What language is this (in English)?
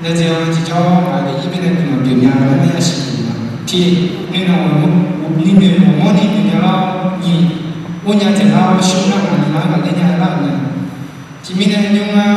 Akha